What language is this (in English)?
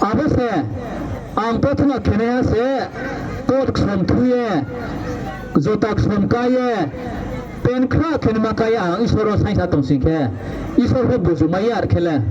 Riang (India)